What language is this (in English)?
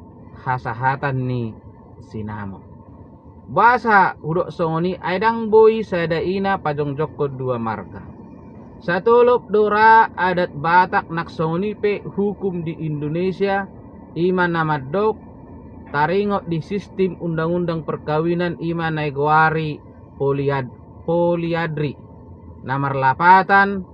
Batak Toba